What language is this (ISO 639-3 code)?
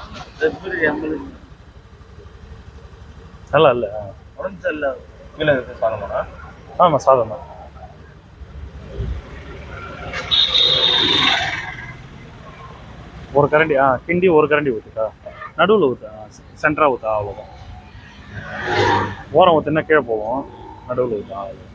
tam